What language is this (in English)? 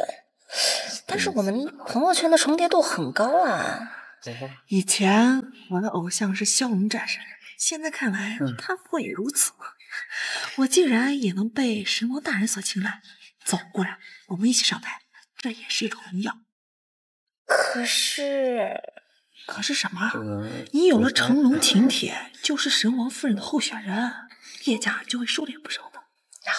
Chinese